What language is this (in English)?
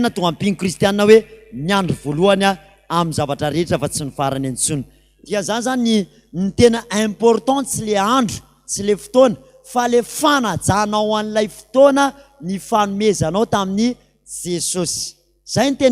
Malagasy